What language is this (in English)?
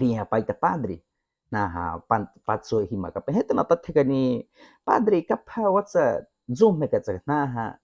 Baniwa